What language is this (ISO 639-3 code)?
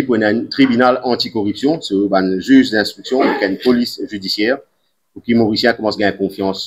mfe